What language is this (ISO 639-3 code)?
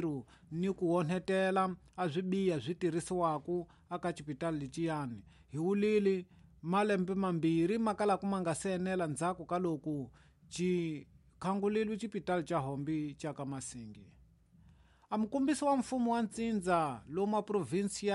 tso